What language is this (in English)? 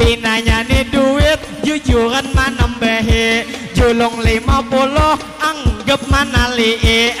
Banjar